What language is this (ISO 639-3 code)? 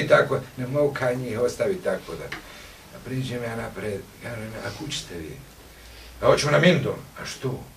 bos